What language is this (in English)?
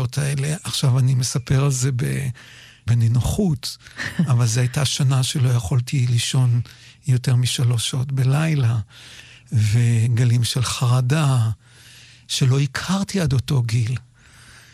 Hebrew